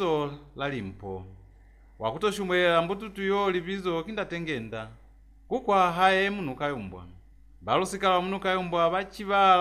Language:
Lozi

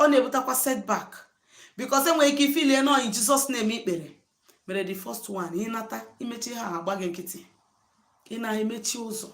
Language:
Igbo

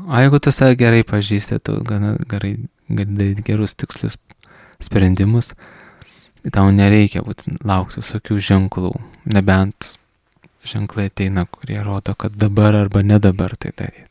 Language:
Lithuanian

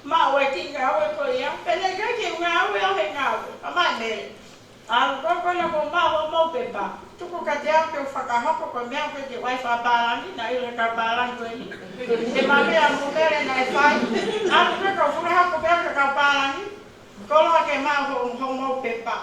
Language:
Tongan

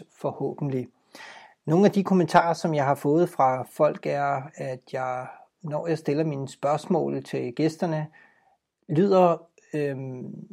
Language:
Danish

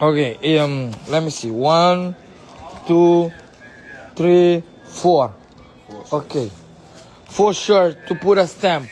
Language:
Kabuverdianu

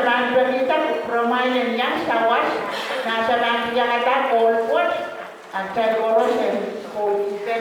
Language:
Pohnpeian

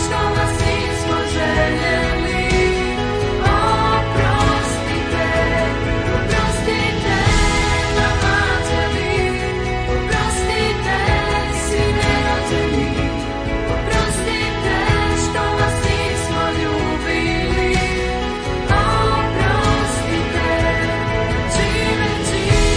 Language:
Croatian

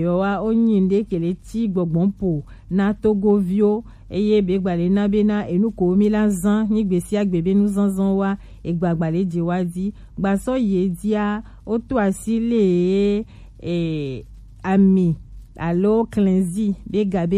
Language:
Gen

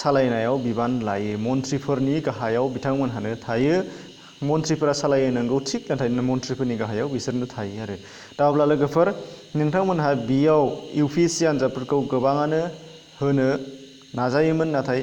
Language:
Bodo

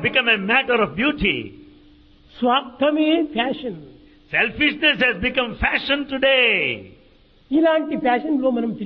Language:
Telugu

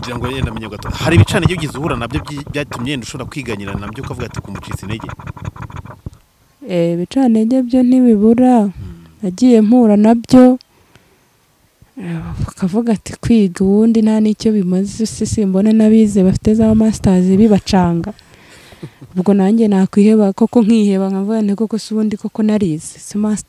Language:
Kinyarwanda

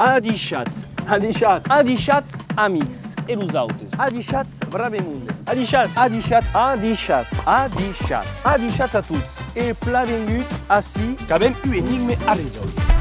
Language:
Occitan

